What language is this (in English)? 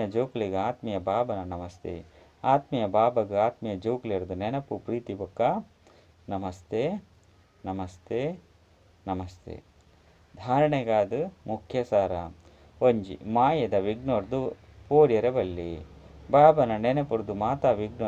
Tulu